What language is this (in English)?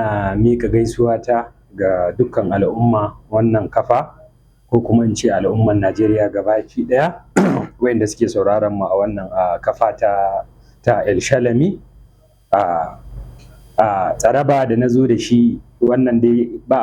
Hausa